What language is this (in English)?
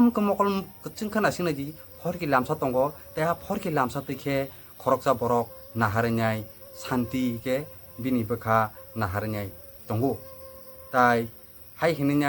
Kok Borok